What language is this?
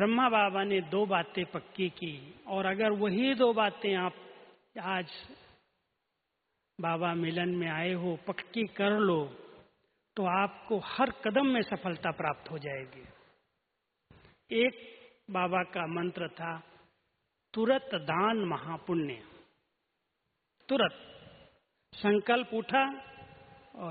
Hindi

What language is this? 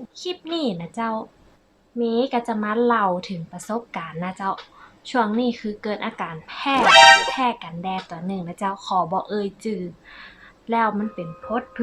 Northern Thai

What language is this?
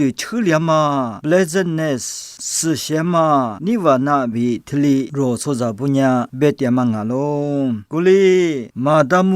Lisu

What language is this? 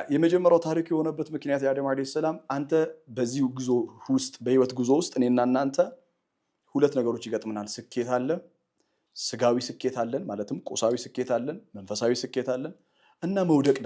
Amharic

